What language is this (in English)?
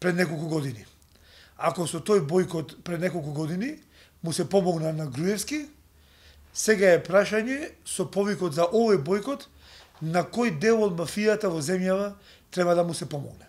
Macedonian